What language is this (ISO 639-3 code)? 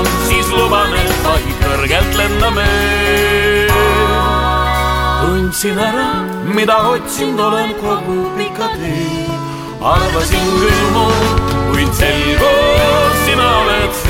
est